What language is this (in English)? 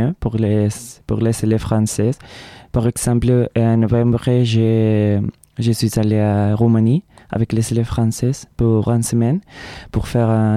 French